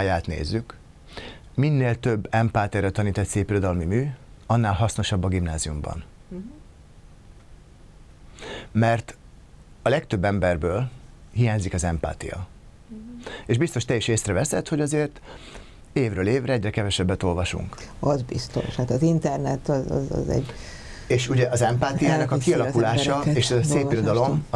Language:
Hungarian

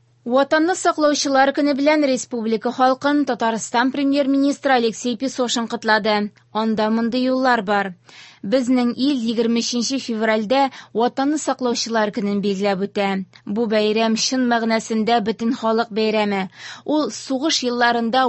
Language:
Tatar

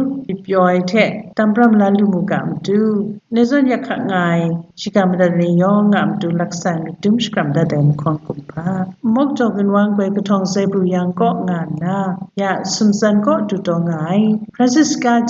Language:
Kachin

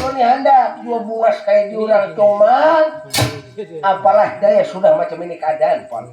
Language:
Banjar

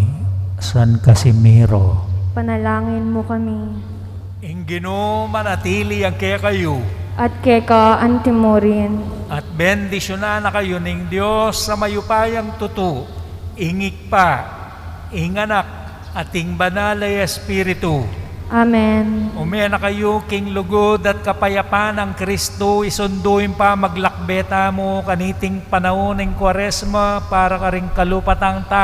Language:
Pampanga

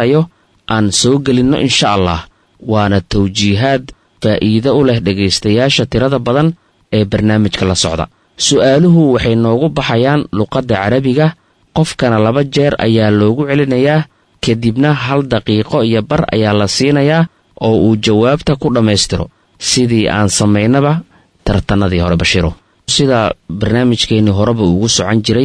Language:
Somali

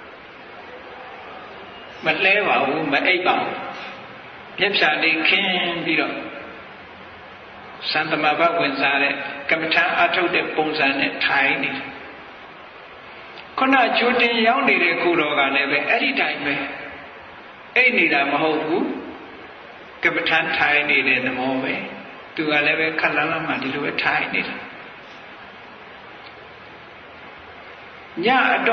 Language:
Burmese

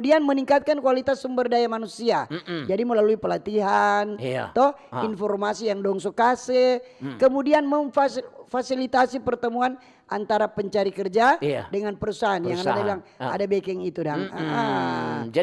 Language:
Manado Malay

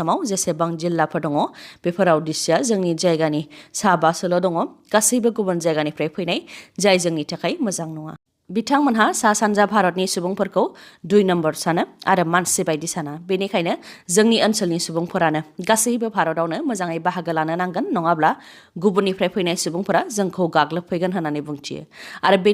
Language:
Bodo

